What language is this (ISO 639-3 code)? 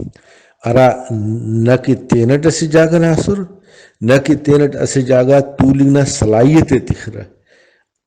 brh